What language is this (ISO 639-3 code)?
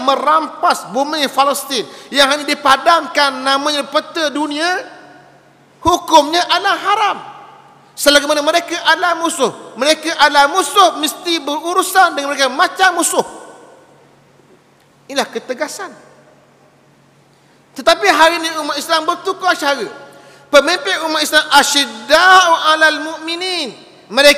msa